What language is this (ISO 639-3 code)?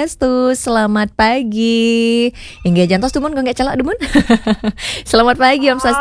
ban